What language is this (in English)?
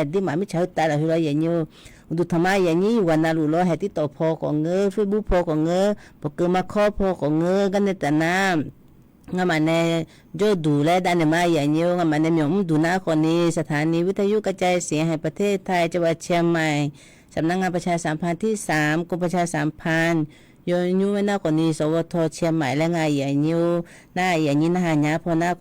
Akha